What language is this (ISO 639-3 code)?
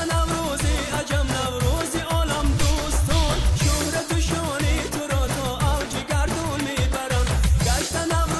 tgk